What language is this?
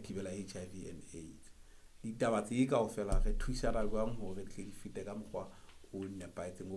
Southern Sotho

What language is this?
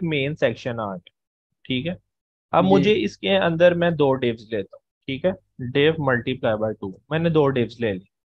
Hindi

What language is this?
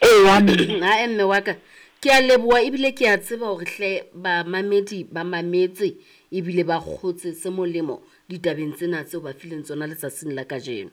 Southern Sotho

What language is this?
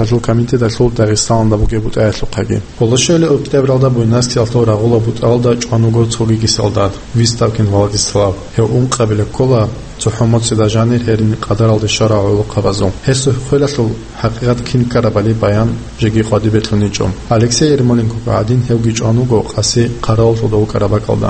Avaric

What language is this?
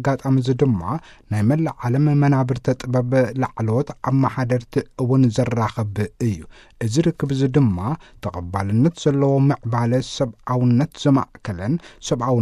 Tigrinya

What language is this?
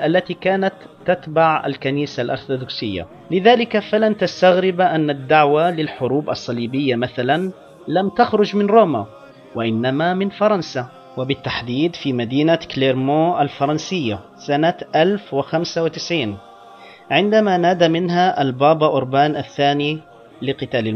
Arabic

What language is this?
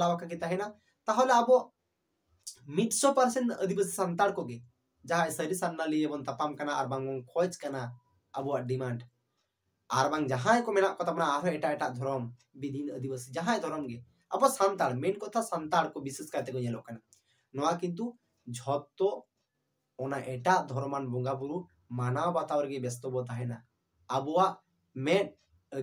Santali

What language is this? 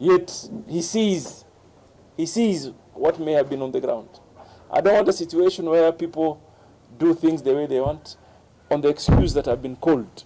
Kamba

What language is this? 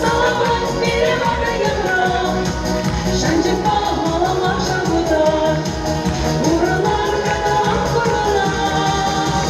Chuvash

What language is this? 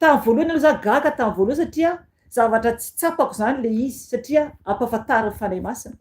Malagasy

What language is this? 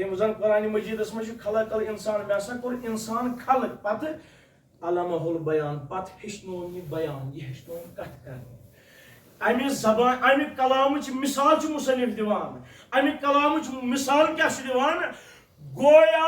Kashmiri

